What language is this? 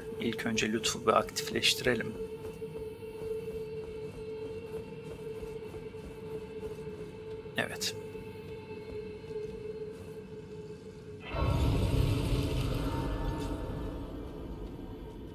Turkish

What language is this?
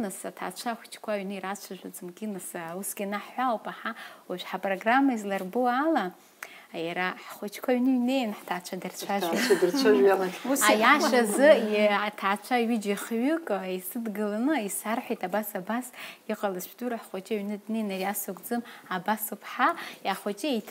Abkhazian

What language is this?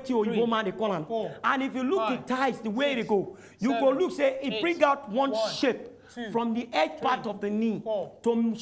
Nigerian Pidgin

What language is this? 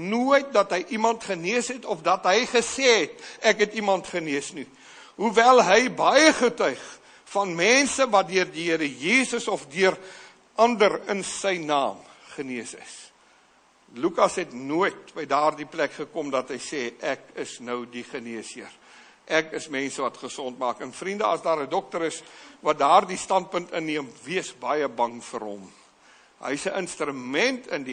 Afrikaans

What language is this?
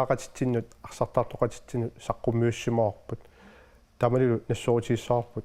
Kalaallisut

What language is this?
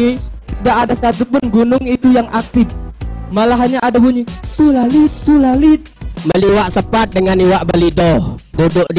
Musi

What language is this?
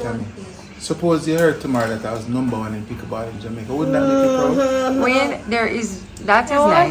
Jamaican Creole English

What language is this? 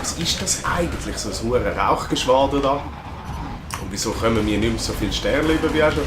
Swiss German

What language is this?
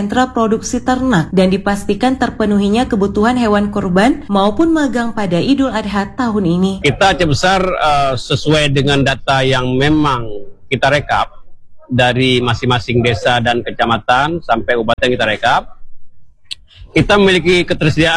Indonesian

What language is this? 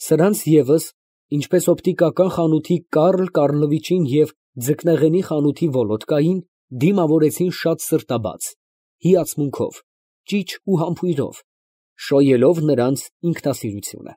Armenian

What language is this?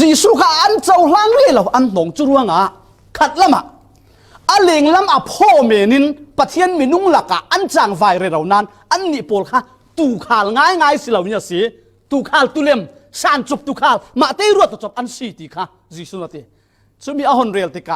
Falam Chin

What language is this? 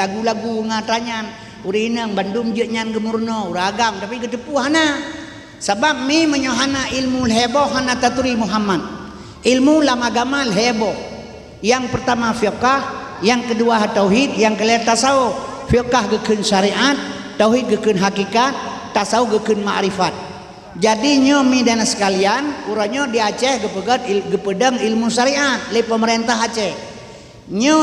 Achinese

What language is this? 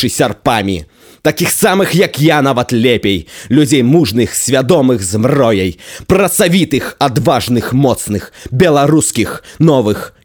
Belarusian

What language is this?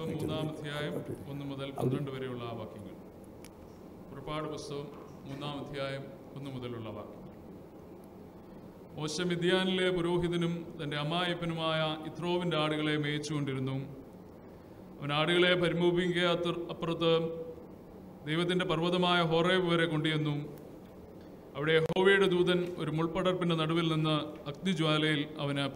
Malayalam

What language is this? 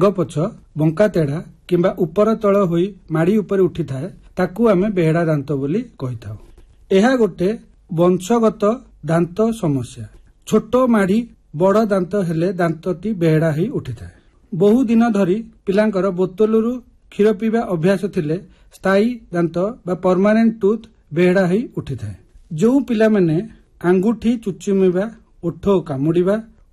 Odia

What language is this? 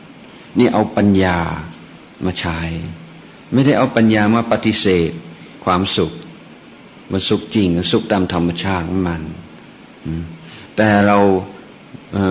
Thai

